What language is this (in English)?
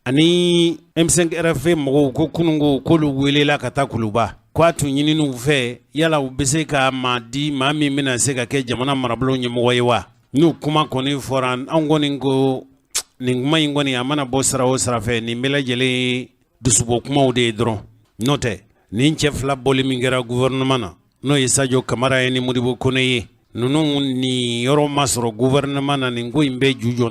Bambara